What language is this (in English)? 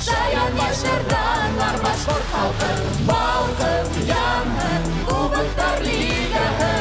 Bashkir